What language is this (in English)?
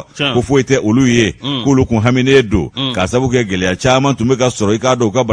Bambara